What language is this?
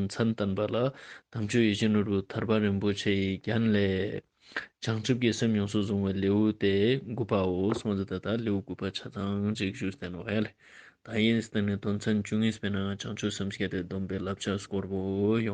Ladakhi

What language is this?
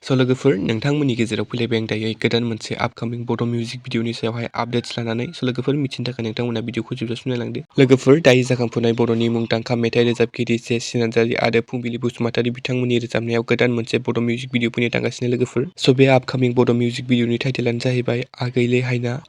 Bodo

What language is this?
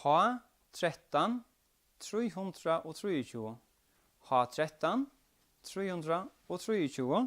Faroese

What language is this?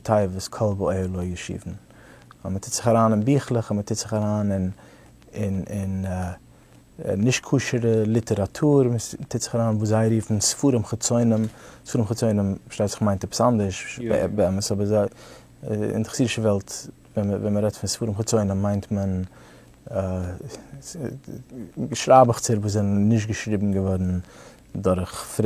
Yiddish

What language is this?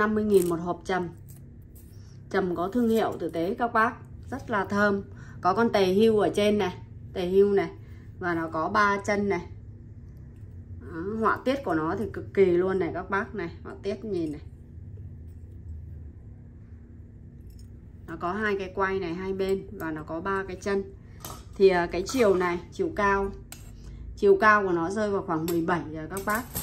Vietnamese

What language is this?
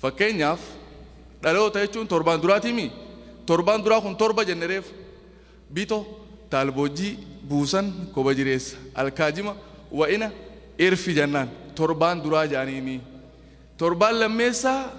Oromo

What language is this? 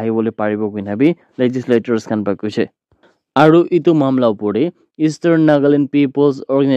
Naga Pidgin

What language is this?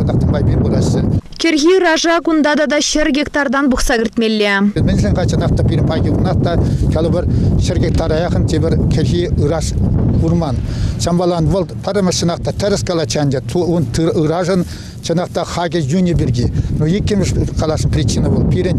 Chuvash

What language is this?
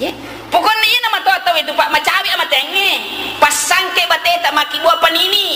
Buginese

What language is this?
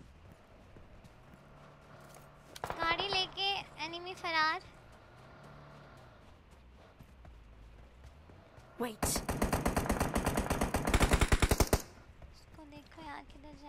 Hindi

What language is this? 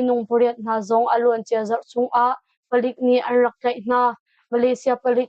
Hakha Chin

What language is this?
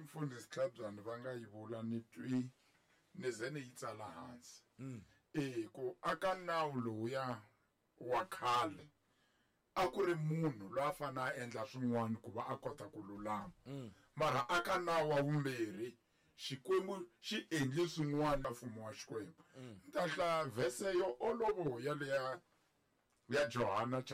Tsonga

